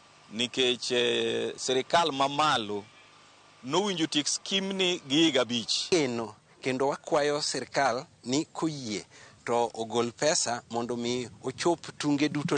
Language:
Luo (Kenya and Tanzania)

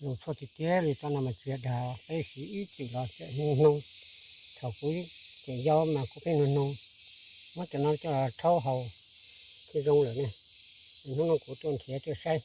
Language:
Hmong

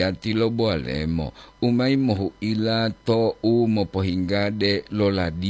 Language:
Gorontalo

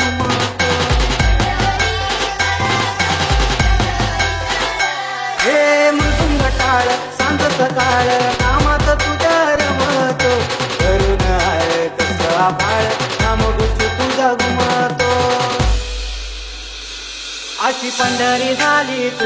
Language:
Marathi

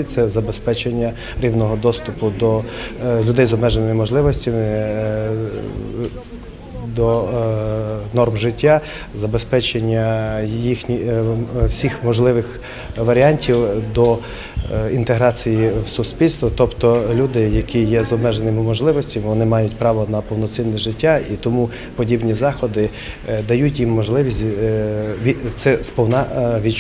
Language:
Ukrainian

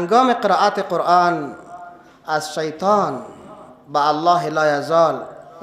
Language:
Persian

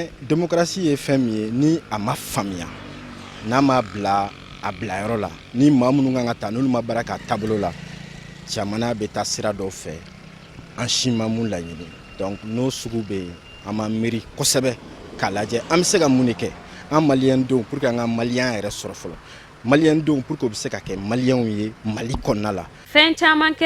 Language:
Bambara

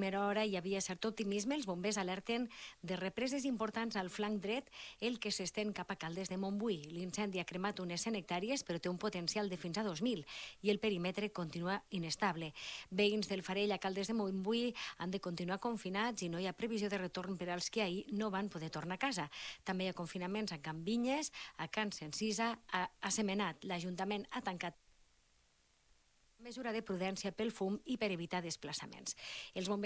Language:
Catalan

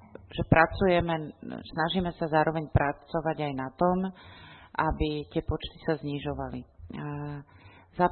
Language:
Slovak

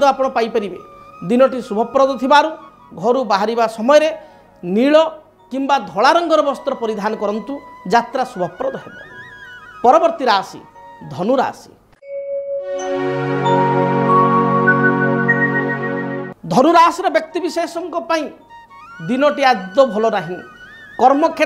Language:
Odia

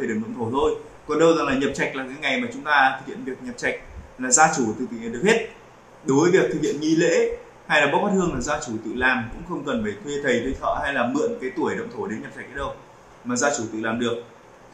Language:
Vietnamese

